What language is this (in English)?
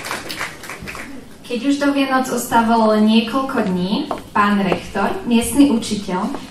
Slovak